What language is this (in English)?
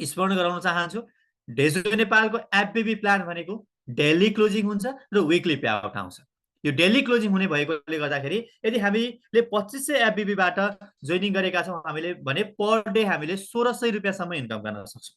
Nepali